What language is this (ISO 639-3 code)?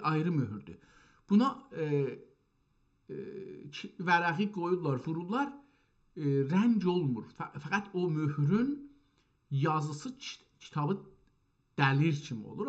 azb